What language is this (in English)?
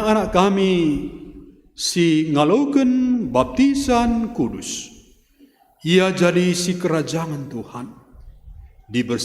Batak Karo